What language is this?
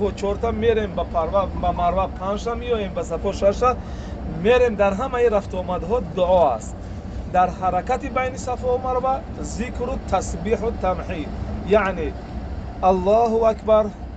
Tajik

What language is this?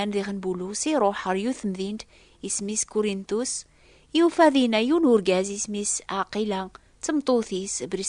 Kabyle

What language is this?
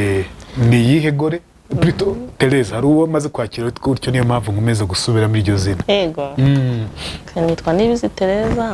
Kinyarwanda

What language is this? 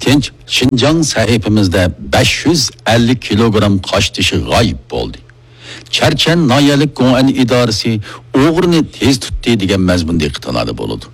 Uyghur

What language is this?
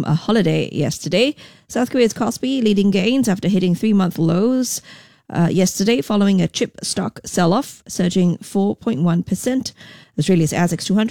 English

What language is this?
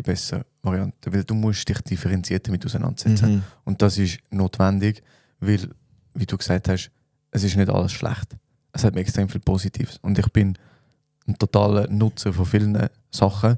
Swiss German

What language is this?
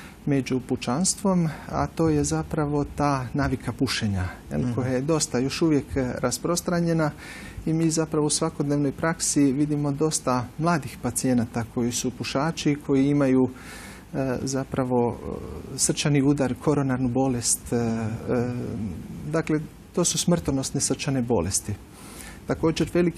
Croatian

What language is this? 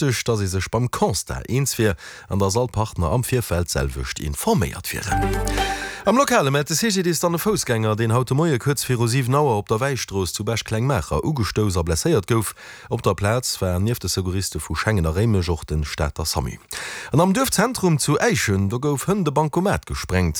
Luxembourgish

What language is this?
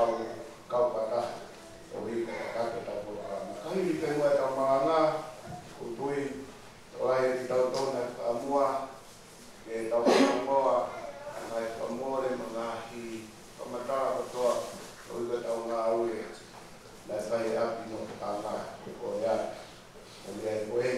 Tongan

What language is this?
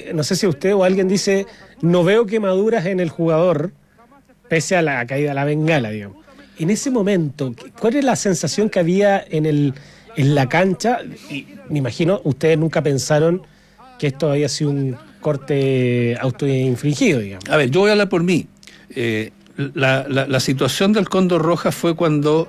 Spanish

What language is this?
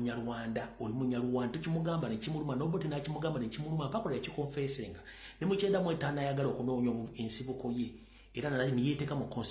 Ganda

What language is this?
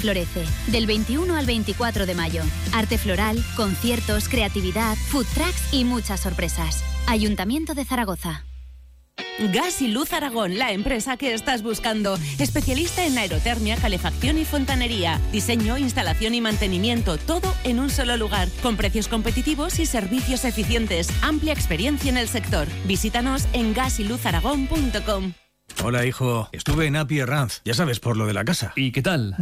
Spanish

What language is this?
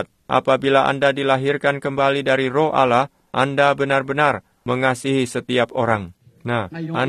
Indonesian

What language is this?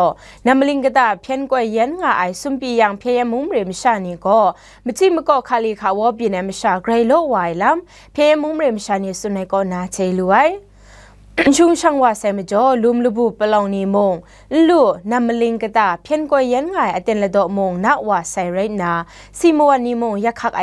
Kachin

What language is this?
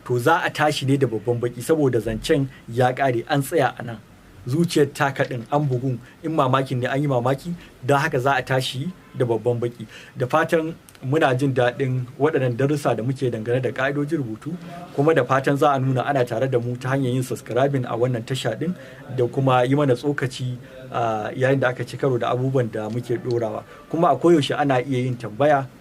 Hausa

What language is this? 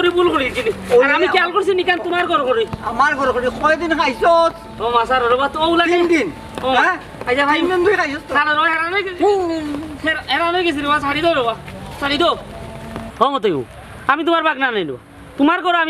Sylheti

